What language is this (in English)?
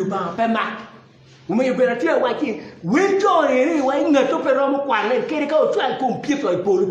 Acoli